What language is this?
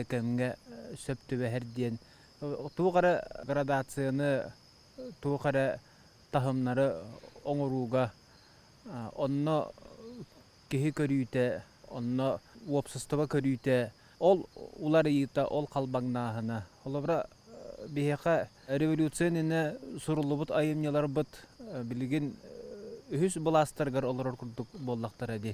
Yakut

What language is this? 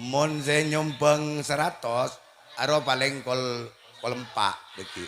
Madurese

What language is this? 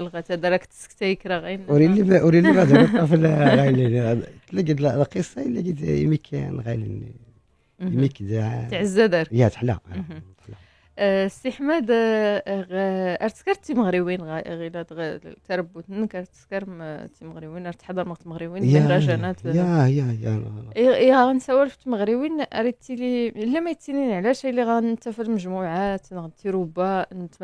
Moroccan Arabic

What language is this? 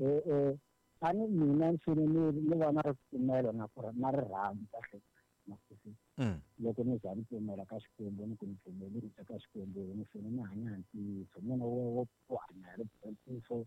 Tsonga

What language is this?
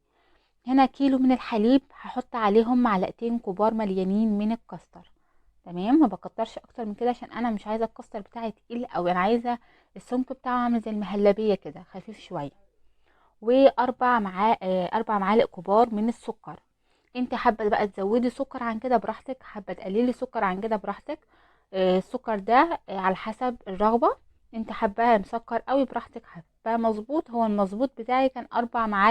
Egyptian Arabic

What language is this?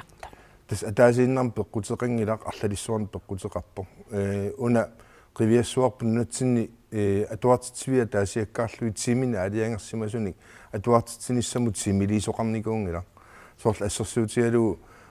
Kalaallisut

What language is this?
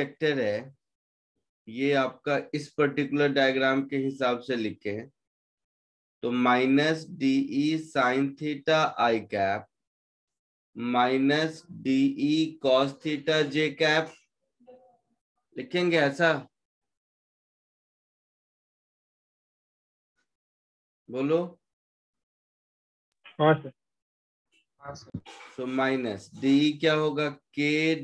Hindi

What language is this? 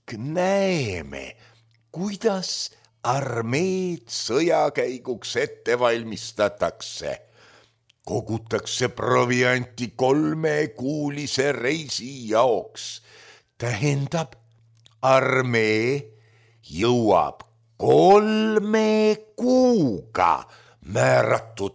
Estonian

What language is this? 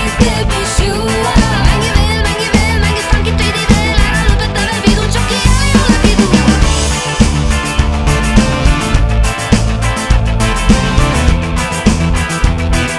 Estonian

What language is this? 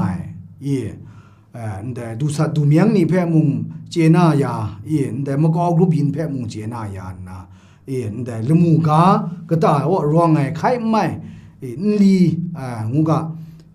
Kachin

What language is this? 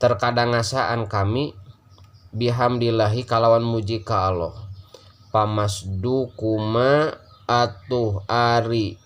Sundanese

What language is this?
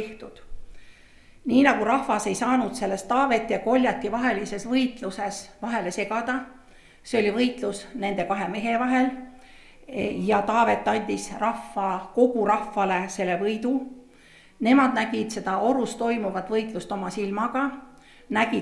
Estonian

